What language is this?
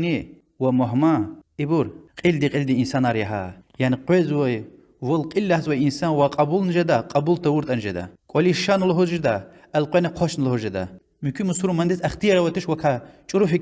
Lezghian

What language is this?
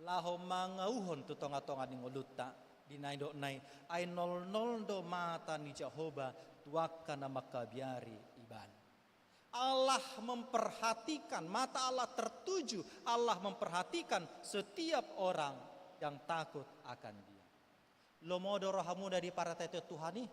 Batak Toba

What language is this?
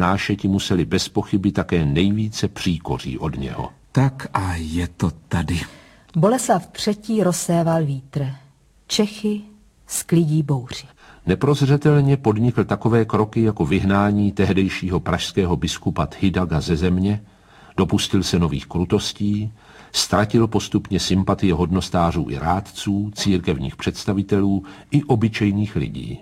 Czech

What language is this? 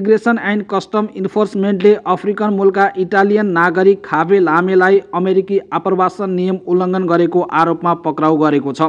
Nepali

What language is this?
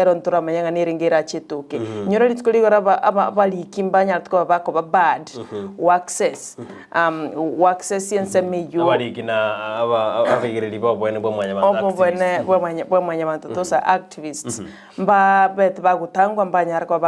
Gusii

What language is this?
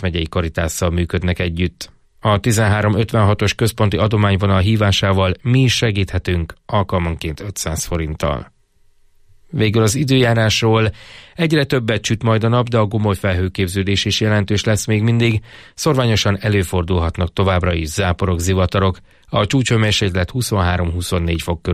Hungarian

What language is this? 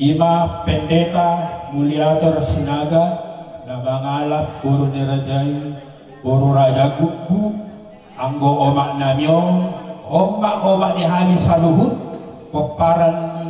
Batak Toba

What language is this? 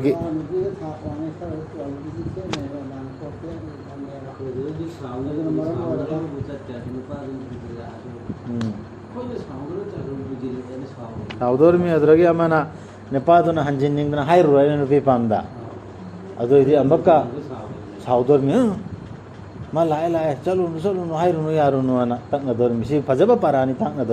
Manipuri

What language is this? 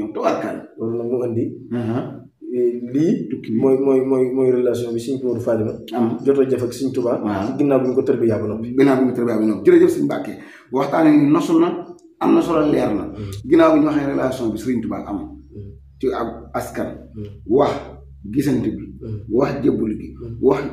Wolof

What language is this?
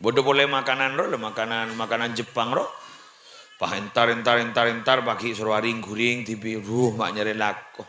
Madurese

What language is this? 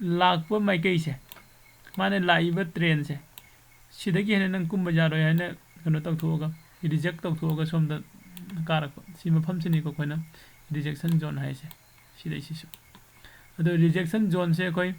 Manipuri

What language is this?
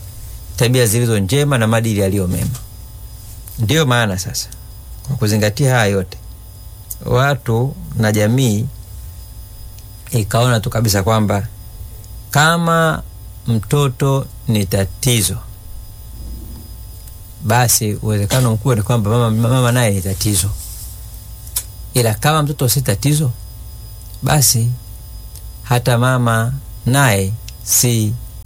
Swahili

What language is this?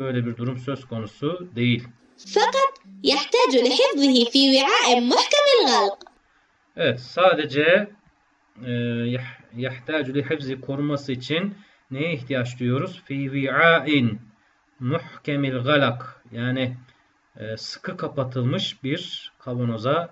Turkish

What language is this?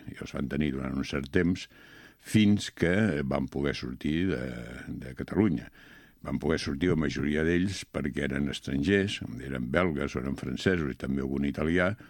Catalan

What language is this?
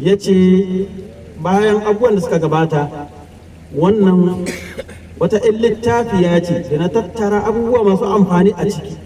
Hausa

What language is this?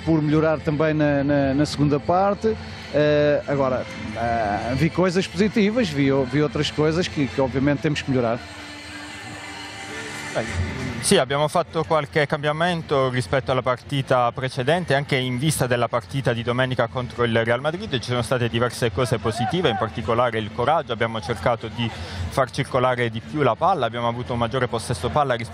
Italian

